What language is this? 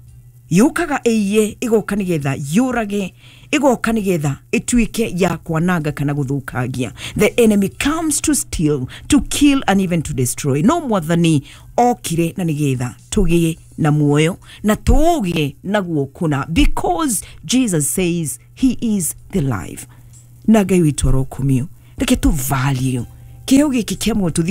Kikuyu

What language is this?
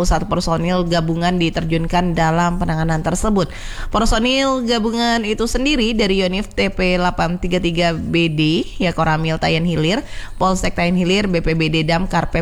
Indonesian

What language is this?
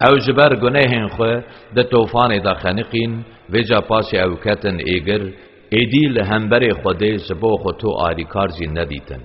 Kurdish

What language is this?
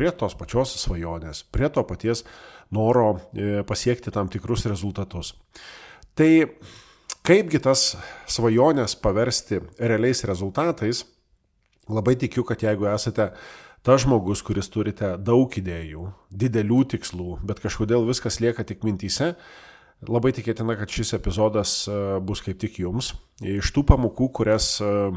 Lithuanian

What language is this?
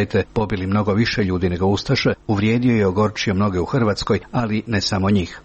Croatian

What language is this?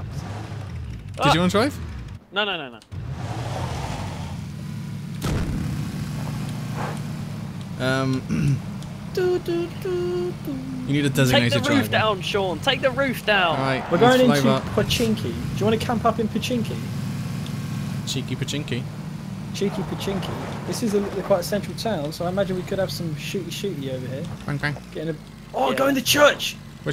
English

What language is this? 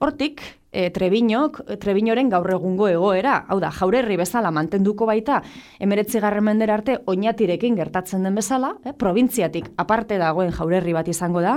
Basque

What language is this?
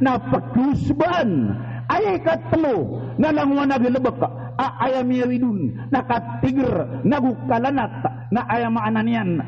Maranao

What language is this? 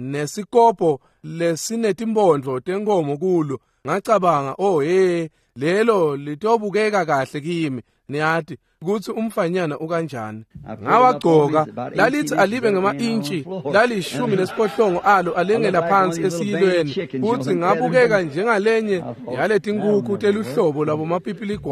Swati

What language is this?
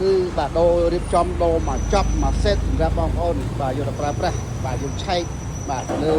Khmer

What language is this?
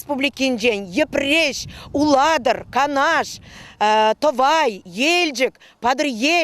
Chuvash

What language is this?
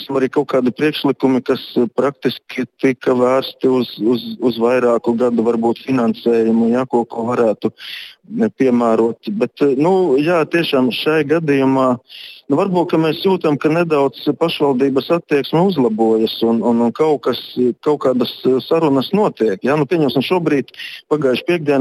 Latvian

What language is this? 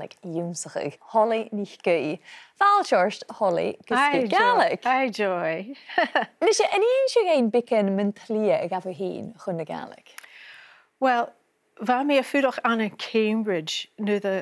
Scottish Gaelic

